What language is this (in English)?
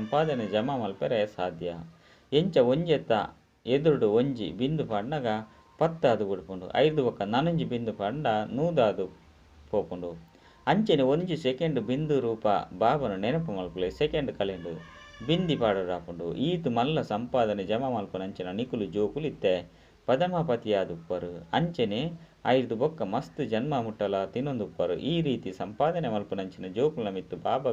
Tulu